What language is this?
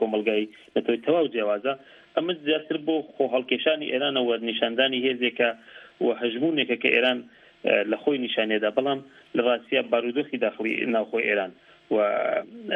Central Kurdish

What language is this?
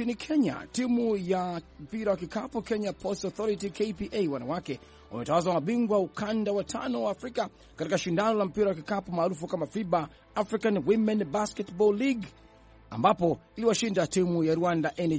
Swahili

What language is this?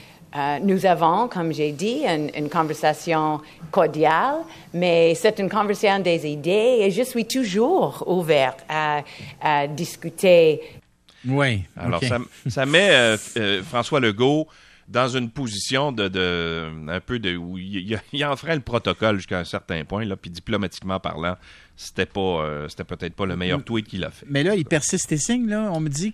French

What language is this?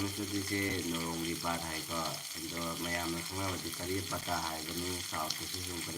Manipuri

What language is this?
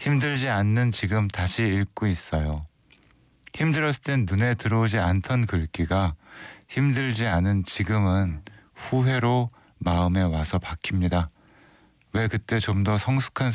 Korean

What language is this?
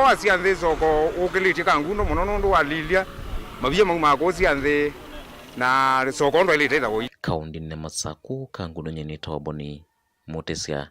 Kamba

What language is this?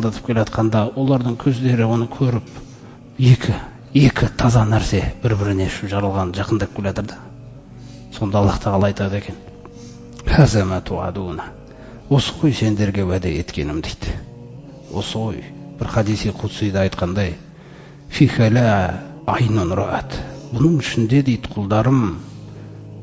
Kazakh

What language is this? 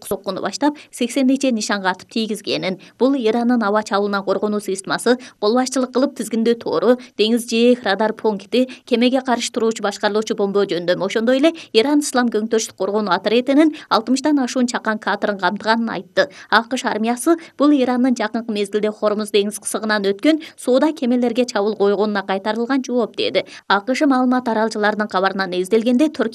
Kyrgyz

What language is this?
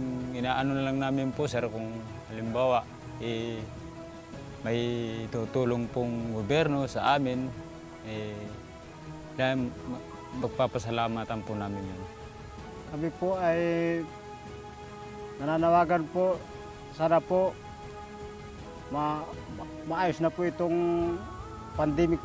Filipino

